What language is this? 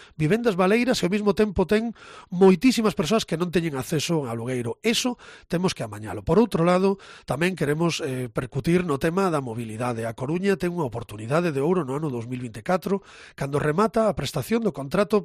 Galician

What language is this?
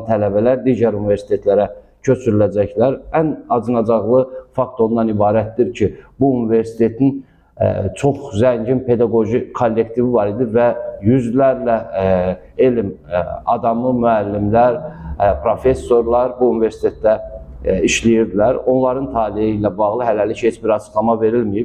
Azerbaijani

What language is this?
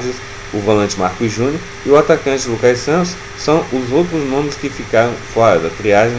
Portuguese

